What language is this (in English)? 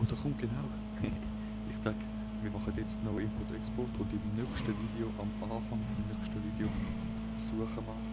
Swiss German